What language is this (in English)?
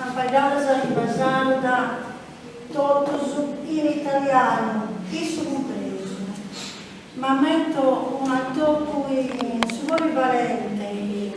Sardinian